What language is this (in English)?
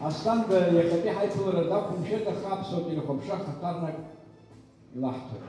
Abkhazian